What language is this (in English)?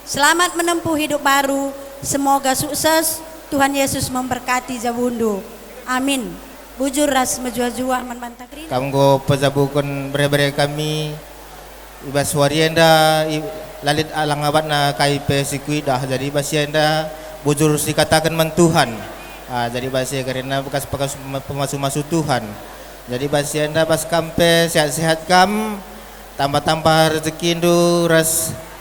Batak Karo